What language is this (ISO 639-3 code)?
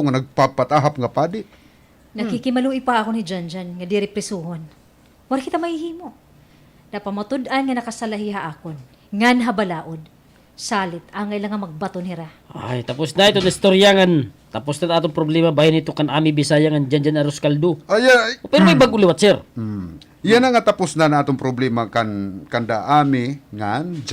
war